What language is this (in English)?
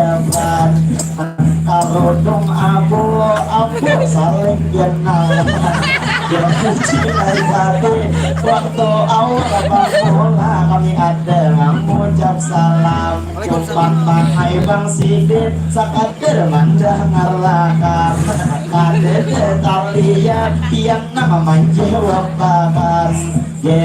Banjar